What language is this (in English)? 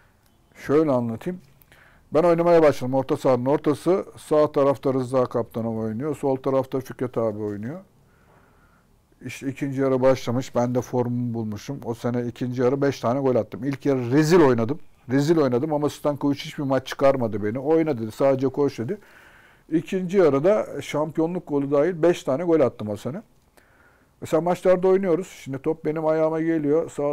Turkish